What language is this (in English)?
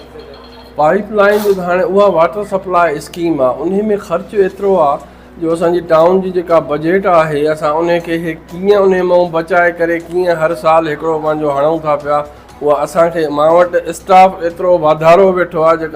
Sindhi